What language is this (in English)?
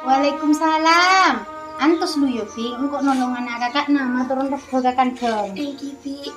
Madurese